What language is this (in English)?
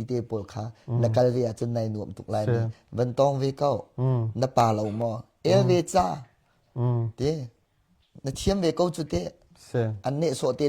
Hakha Chin